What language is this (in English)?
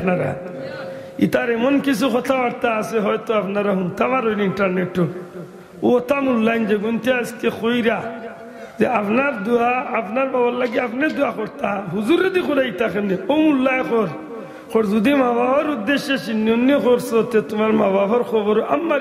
Sylheti